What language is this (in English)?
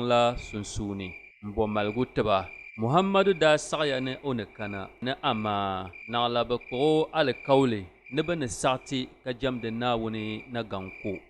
Dagbani